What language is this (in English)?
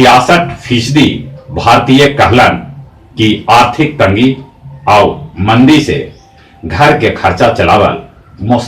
Magahi